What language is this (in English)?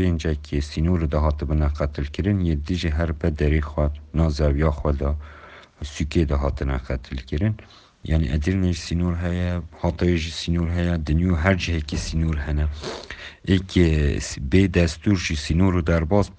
Kurdish